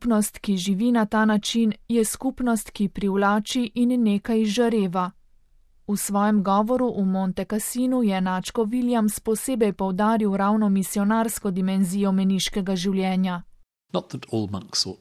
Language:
Slovenian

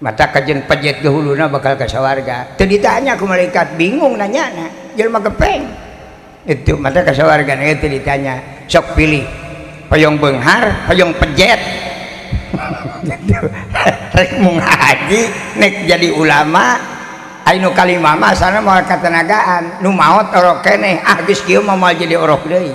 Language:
Sundanese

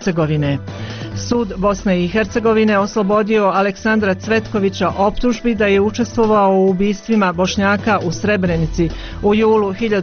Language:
Bosnian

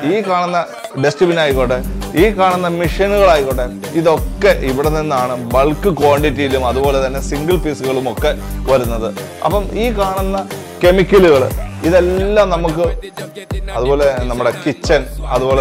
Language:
Malayalam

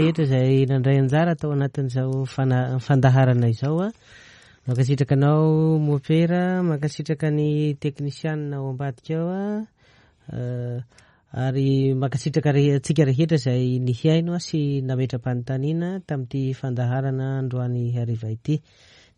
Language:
Malagasy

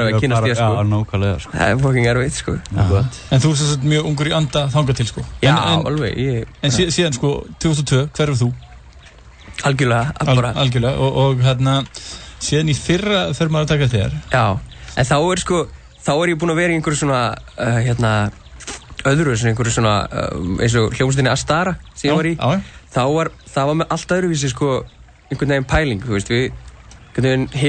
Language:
Icelandic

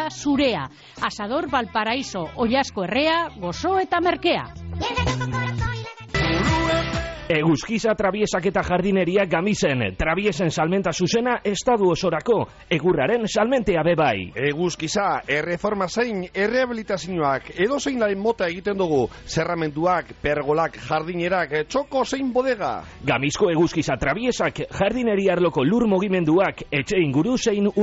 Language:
Basque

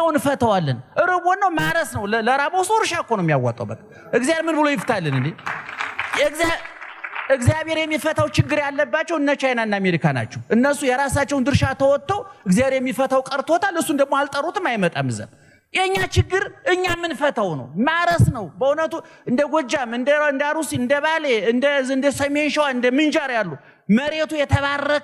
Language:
Amharic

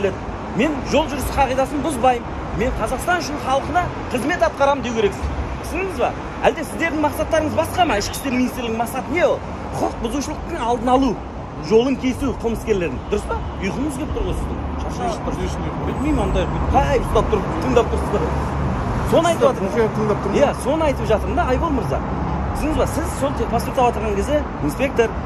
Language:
Kazakh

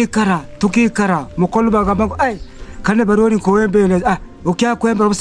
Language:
Gusii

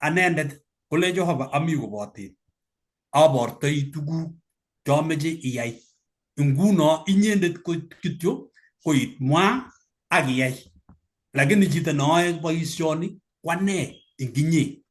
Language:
Kalenjin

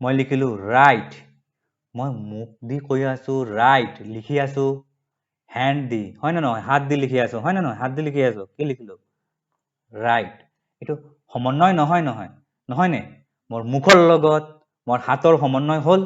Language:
Assamese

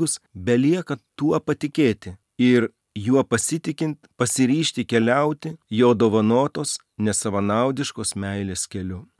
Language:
Lithuanian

